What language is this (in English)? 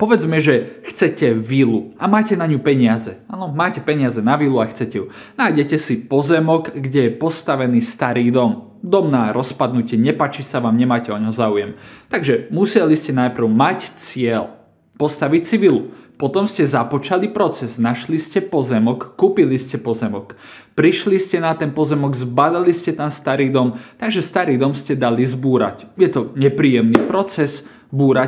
Slovak